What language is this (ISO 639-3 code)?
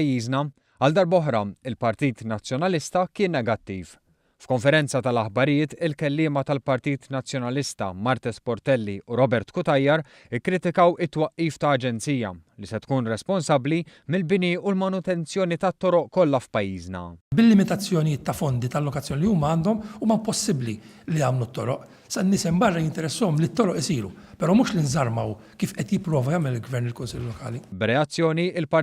mlt